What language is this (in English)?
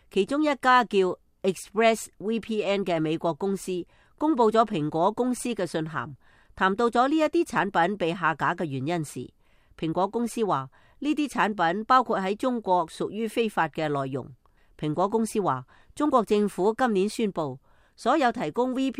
Cantonese